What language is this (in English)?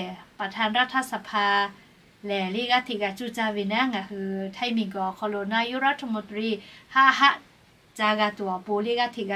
Lahu